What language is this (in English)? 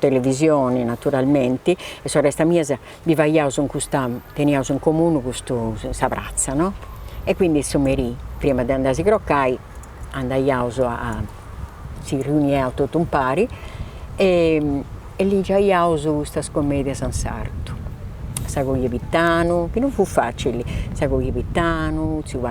Sardinian